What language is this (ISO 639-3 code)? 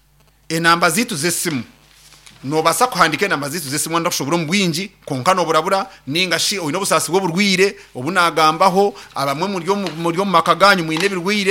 nyn